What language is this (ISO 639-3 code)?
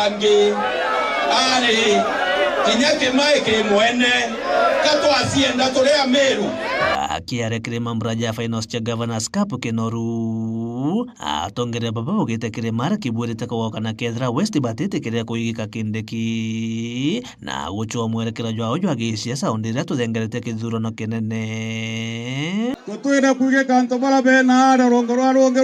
mer